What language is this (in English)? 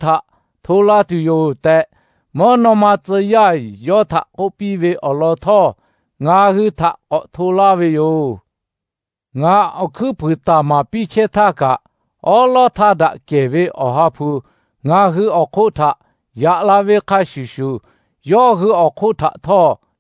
Lahu